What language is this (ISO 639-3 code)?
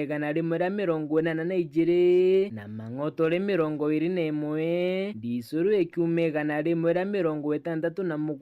mer